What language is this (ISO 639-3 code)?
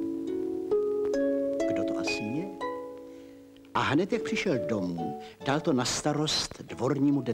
ces